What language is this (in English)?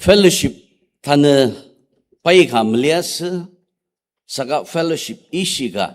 Ao Naga